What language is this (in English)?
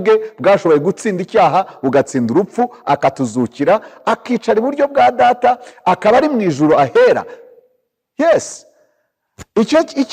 Kinyarwanda